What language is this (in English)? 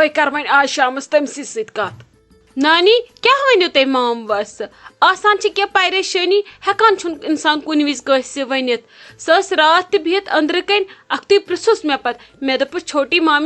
Kashmiri